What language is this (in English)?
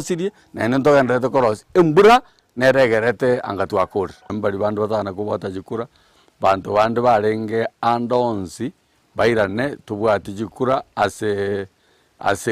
Gusii